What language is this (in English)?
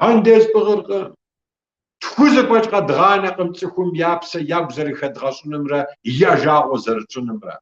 Kabardian